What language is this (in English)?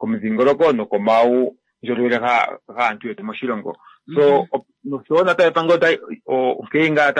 Kuanyama